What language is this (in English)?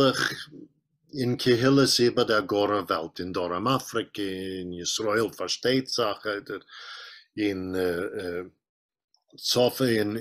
Yiddish